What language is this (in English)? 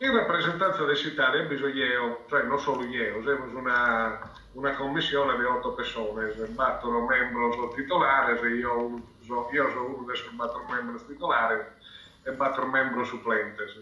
Sardinian